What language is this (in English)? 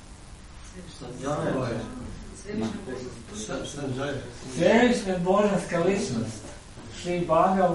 Croatian